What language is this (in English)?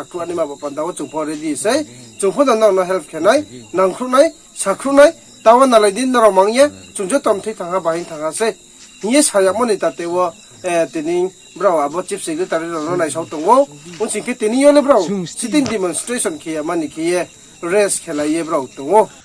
Riang (India)